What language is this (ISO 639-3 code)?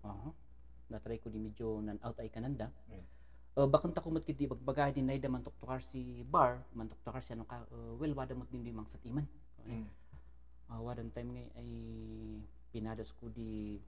kne